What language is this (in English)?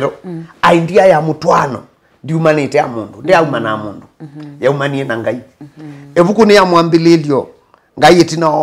Kamba